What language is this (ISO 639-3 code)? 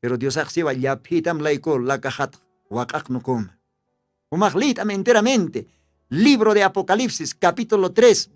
aym